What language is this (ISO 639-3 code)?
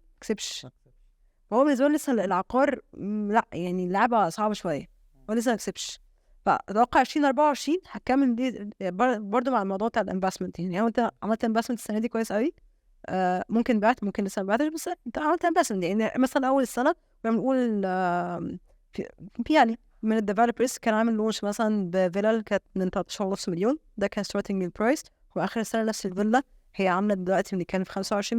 arz